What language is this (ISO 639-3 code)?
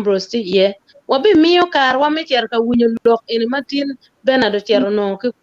ach